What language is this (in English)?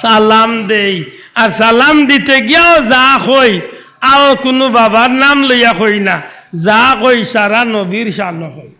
Sylheti